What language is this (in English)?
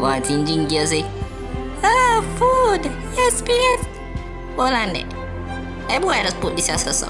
Jamaican Creole English